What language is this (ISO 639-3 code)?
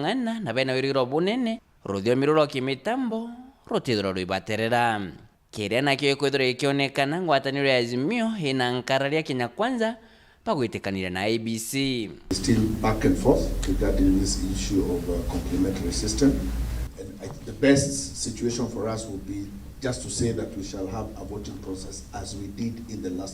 mer